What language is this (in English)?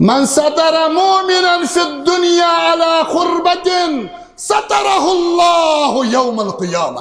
Kashmiri